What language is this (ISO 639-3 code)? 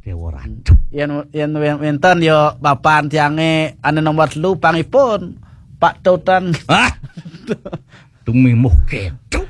ban